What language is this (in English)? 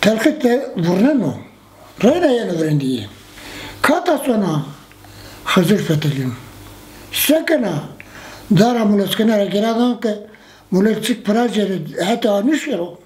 Zaza